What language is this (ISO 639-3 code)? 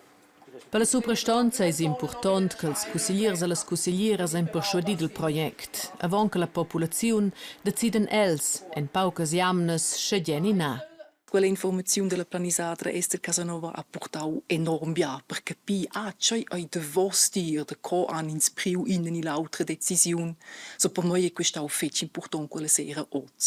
roh